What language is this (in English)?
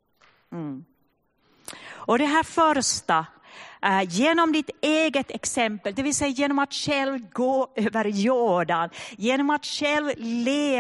Swedish